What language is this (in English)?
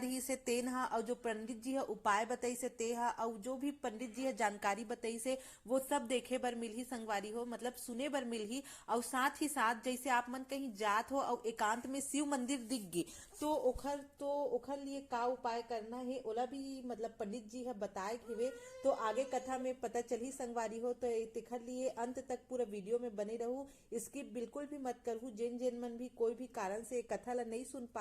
Chhattisgarhi